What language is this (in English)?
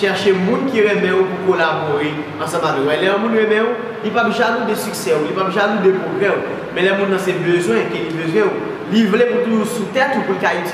Haitian Creole